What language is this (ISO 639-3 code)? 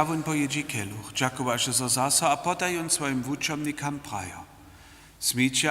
hsb